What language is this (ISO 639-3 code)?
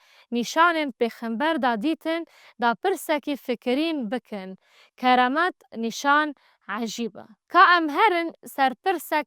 kur